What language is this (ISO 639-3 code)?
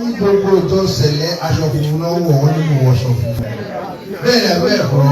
yor